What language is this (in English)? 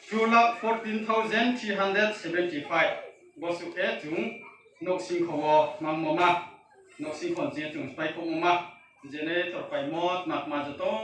Riang (India)